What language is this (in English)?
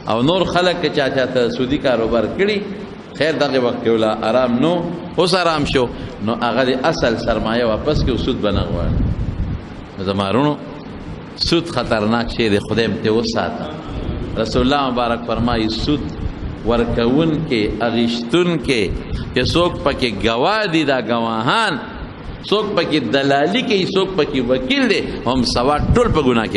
Pashto